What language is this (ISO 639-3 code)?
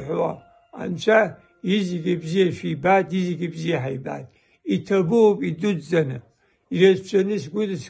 abk